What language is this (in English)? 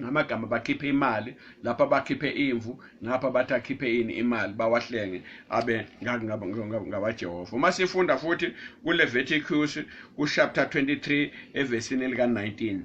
Zulu